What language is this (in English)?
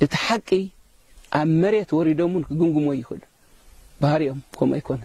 Tigrinya